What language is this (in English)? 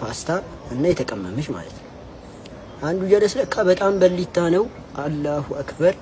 Amharic